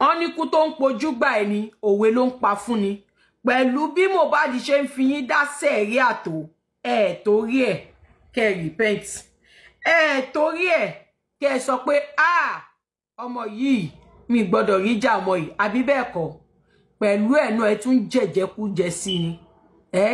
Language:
Yoruba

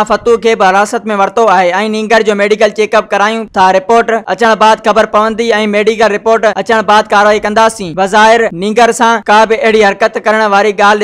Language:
Sindhi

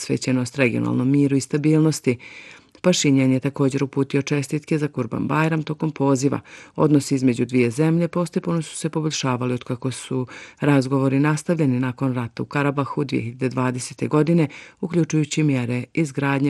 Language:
Bosnian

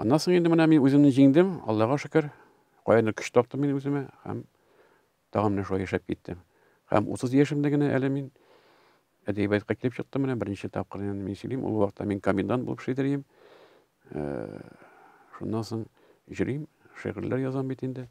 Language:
Tatar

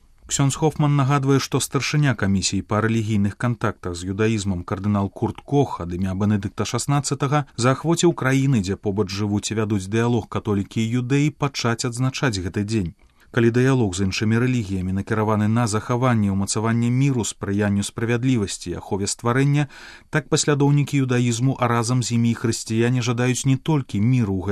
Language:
Belarusian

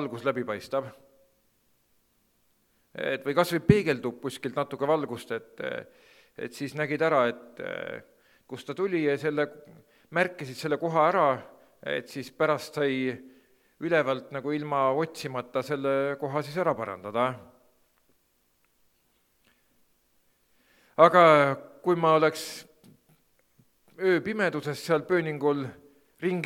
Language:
Estonian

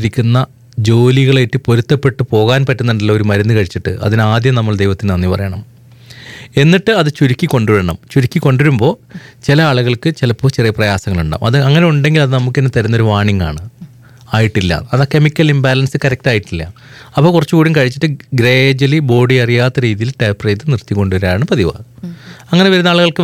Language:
Malayalam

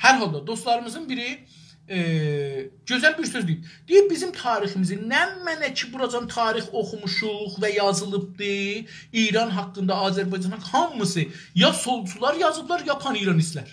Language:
South Azerbaijani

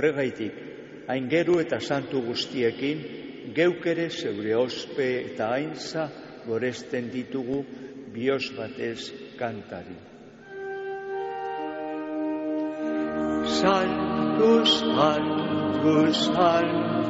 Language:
Basque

